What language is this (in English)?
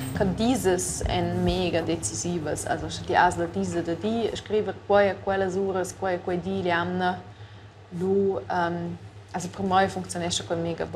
Romansh